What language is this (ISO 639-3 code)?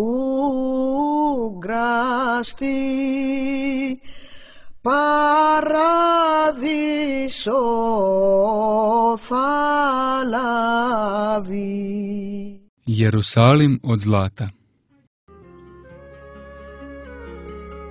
srp